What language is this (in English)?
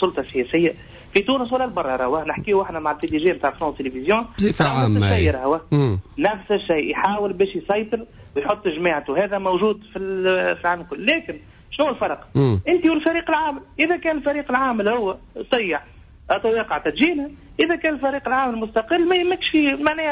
Tunisian Arabic